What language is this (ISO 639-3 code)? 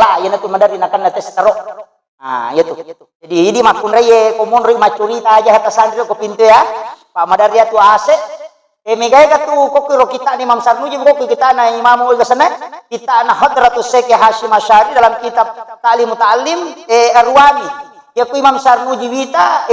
bug